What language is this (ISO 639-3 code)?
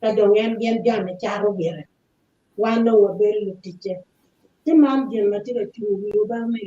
ach